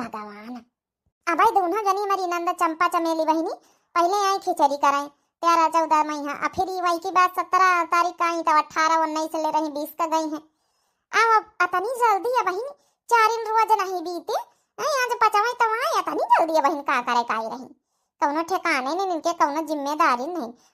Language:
Awadhi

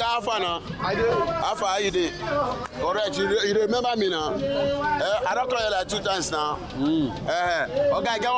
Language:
Nigerian Pidgin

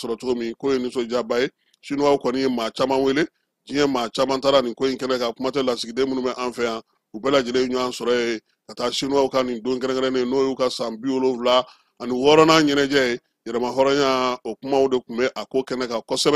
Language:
Bambara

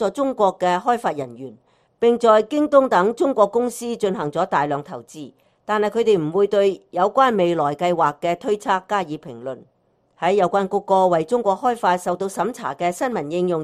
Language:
Cantonese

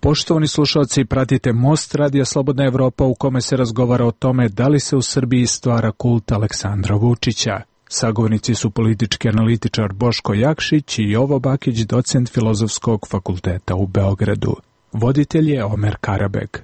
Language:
Serbian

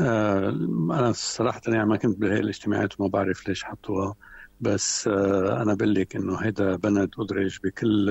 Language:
North Levantine Arabic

